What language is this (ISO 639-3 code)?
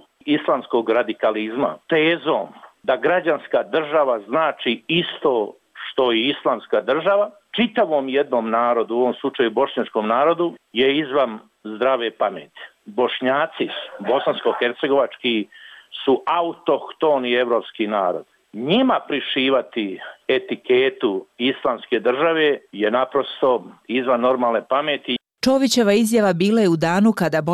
bos